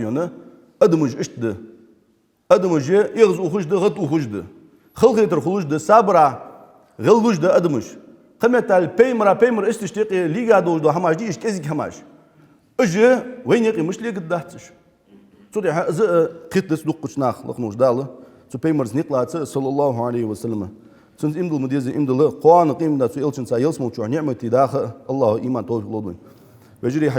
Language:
Ingush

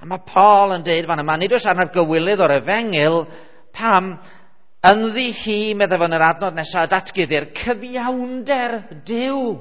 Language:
Welsh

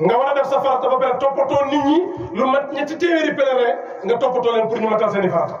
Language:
Wolof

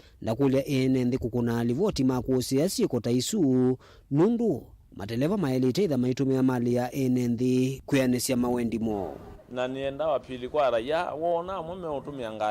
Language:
Kamba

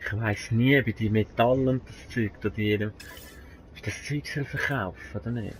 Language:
Swiss German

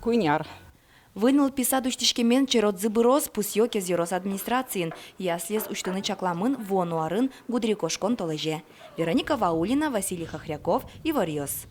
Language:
Udmurt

